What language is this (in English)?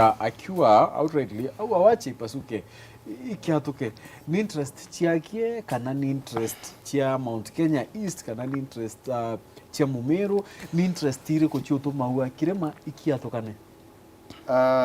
Meru